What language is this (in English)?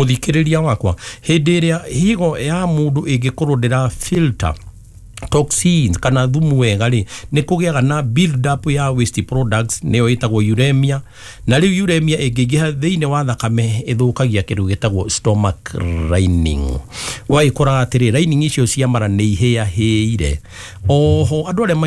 Kikuyu